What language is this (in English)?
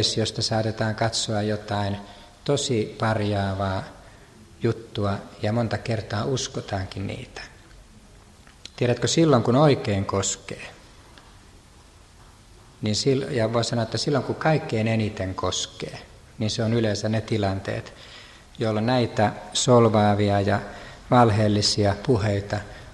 Finnish